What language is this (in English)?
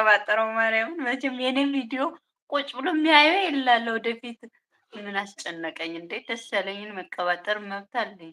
Amharic